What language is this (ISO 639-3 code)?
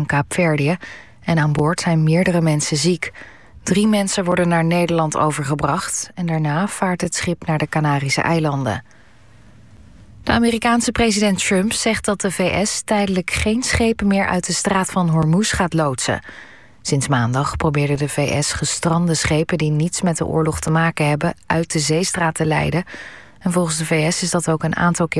nld